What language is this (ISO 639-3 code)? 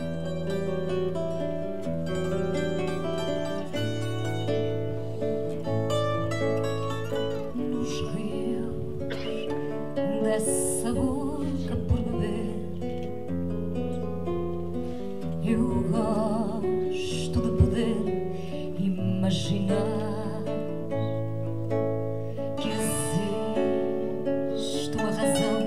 por